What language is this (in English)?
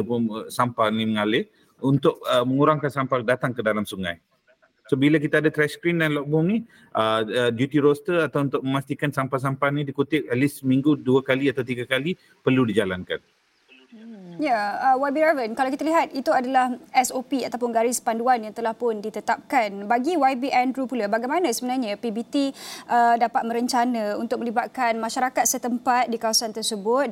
Malay